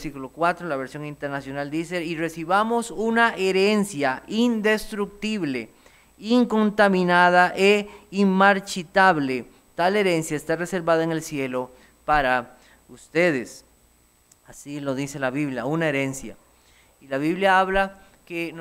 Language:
Spanish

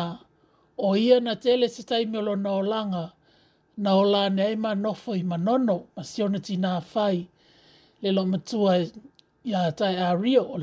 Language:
Samoan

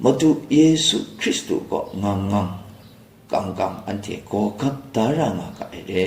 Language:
Kachin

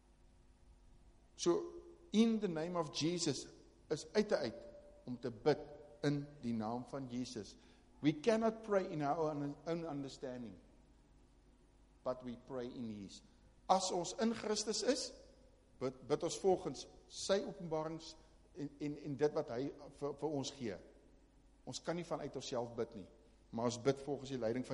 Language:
Afrikaans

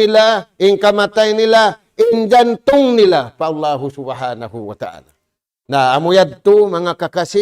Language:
Tausug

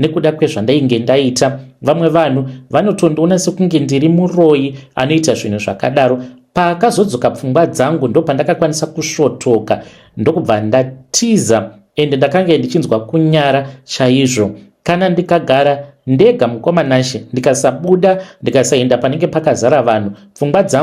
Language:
Shona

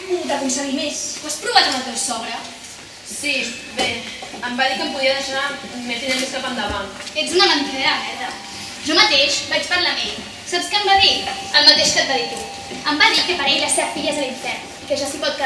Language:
Catalan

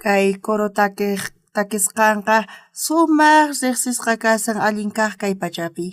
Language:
South Bolivian Quechua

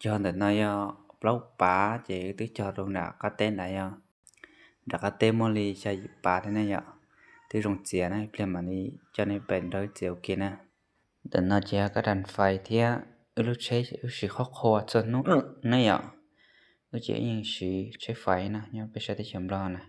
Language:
Hmong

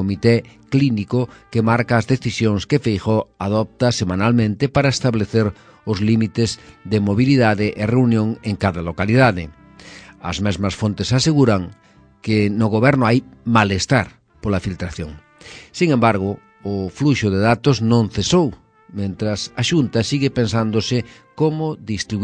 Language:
Galician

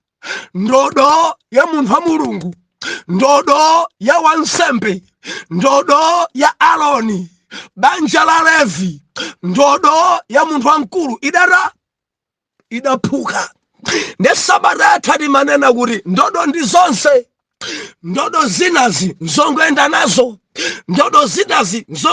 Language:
Nyanja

